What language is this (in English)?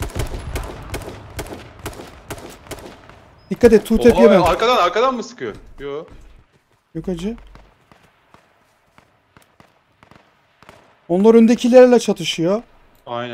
Turkish